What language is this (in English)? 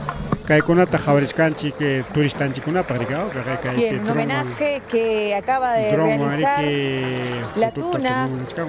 Ayacucho Quechua